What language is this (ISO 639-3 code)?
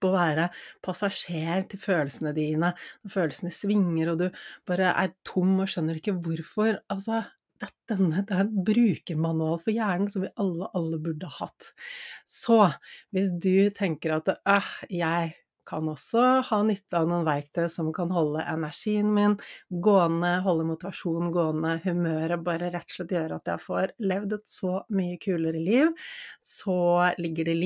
nor